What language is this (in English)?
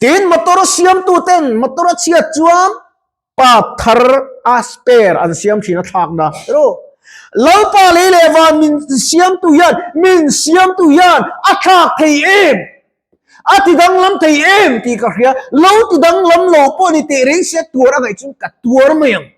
Mizo